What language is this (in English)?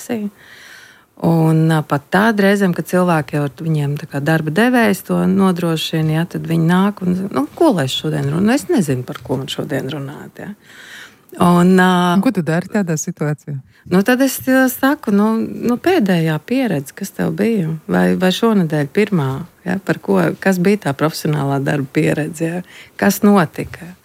Latvian